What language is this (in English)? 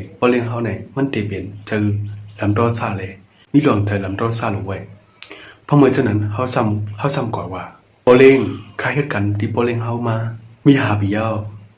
Shan